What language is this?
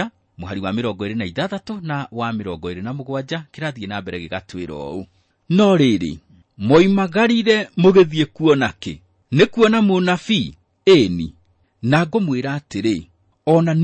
Kikuyu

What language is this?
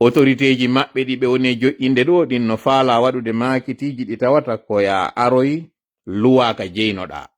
Fula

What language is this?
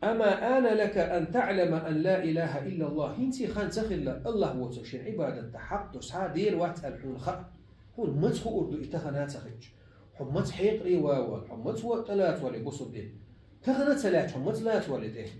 Chechen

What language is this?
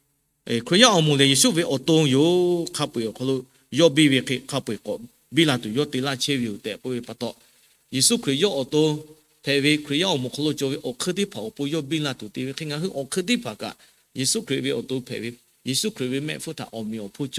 Lahu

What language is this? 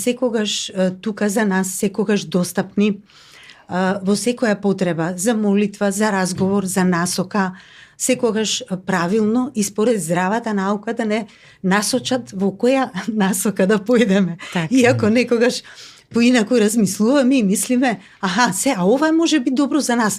Macedonian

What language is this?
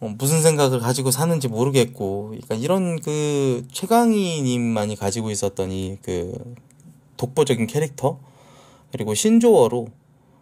Korean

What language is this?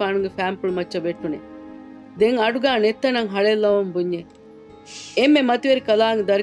Divehi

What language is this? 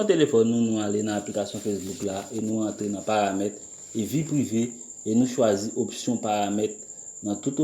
Haitian Creole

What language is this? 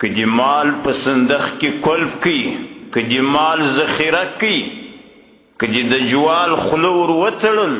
Pashto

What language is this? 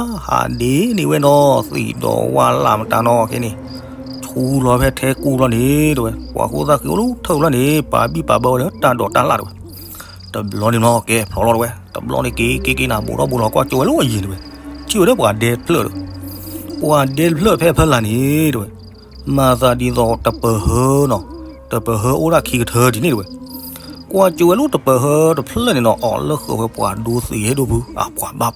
S'gaw Karen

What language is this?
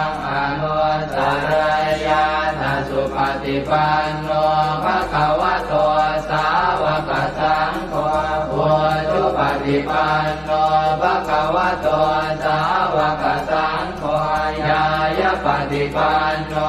Pali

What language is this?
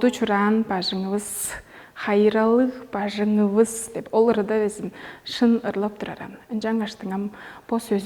Tuvinian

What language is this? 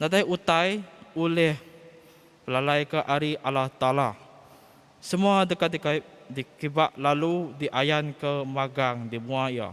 Iban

